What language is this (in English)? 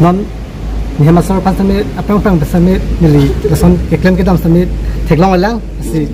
Karbi